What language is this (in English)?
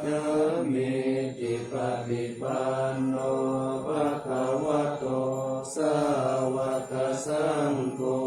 Pali